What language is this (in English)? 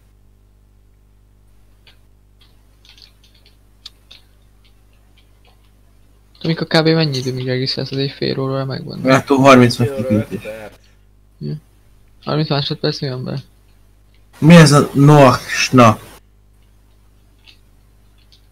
Hungarian